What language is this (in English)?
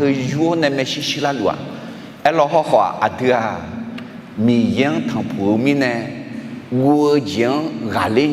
Akha